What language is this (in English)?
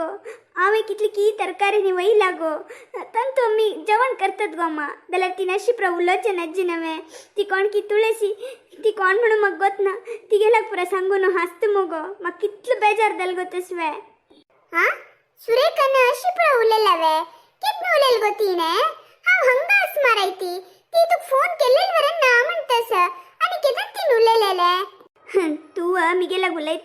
Konkani